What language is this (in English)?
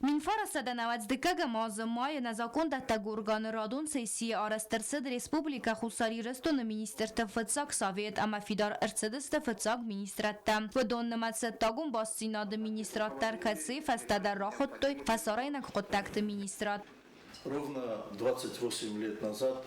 Ossetic